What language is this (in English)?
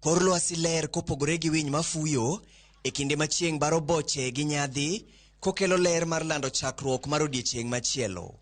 Luo (Kenya and Tanzania)